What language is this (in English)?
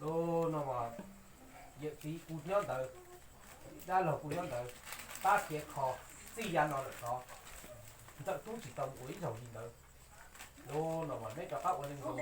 Hmong